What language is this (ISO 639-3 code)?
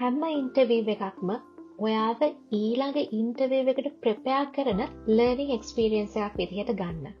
sin